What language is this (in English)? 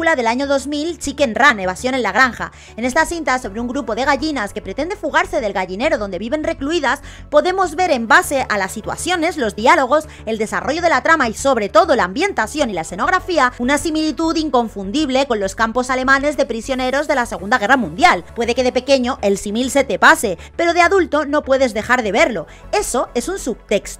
Spanish